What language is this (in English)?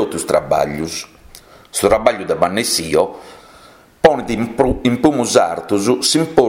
Sardinian